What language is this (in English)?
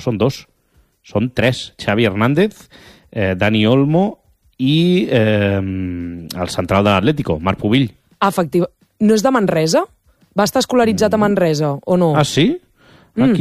Catalan